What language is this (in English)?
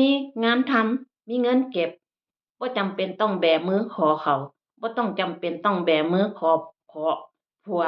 Northeastern Thai